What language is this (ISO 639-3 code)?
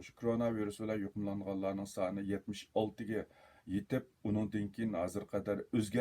uig